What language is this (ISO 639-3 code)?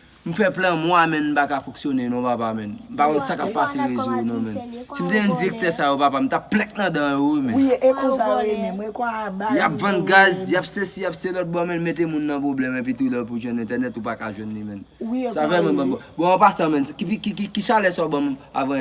hat